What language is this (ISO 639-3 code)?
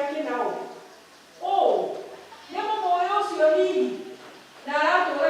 kik